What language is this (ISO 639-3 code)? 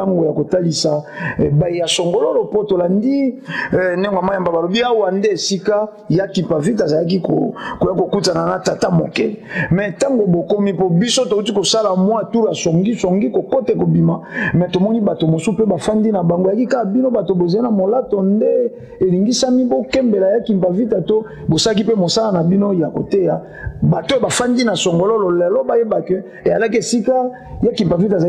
lin